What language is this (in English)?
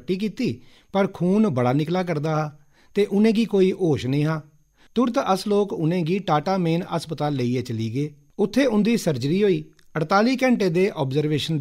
Dogri